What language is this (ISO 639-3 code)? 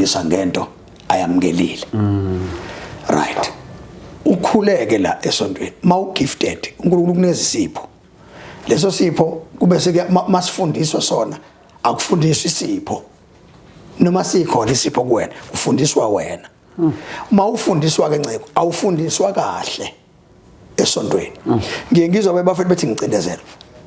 zul